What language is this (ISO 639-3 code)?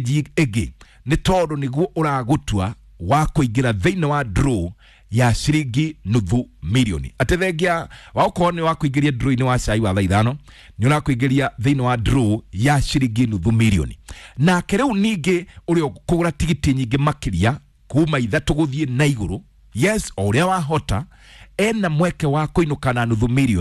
kik